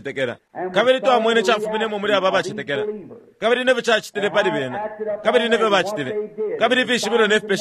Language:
Bemba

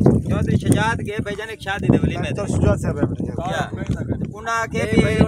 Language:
Saraiki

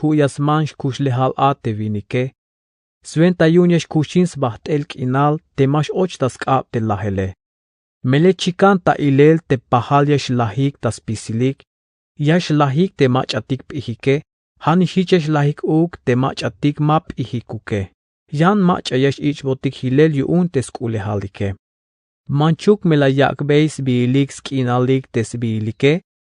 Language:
Tzeltal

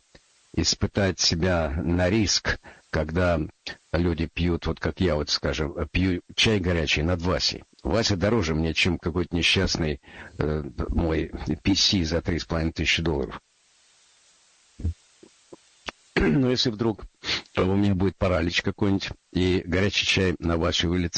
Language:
Russian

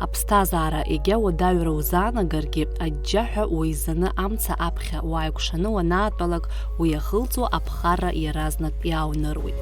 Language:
Abkhazian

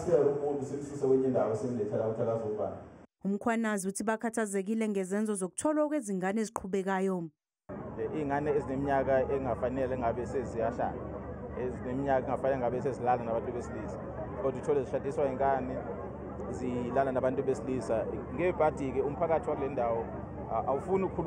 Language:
Zulu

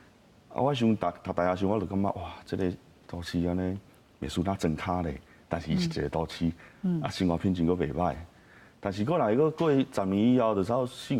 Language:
Min Nan Chinese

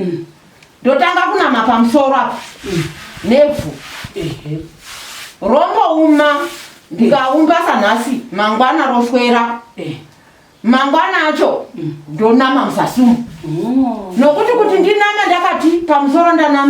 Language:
Shona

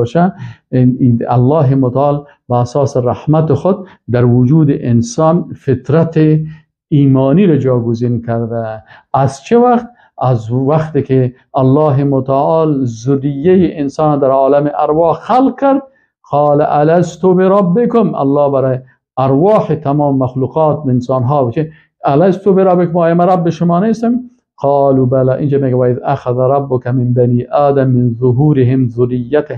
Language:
Persian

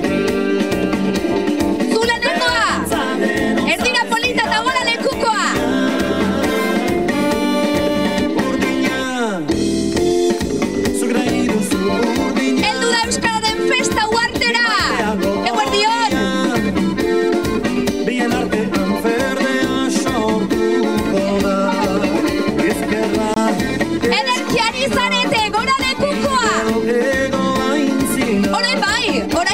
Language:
Basque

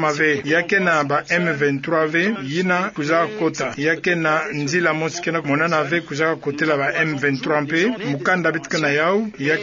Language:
Kituba (Democratic Republic of Congo)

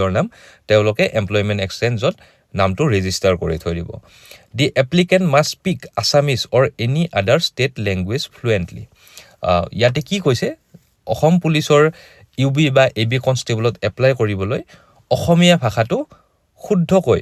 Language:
Assamese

